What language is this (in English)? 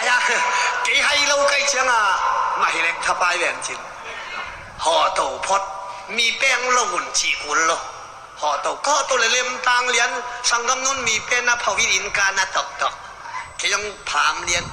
Tedim Chin